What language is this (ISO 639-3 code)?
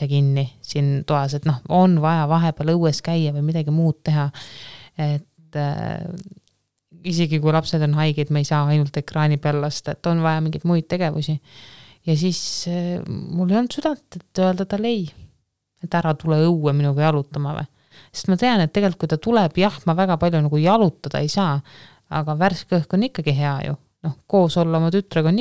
est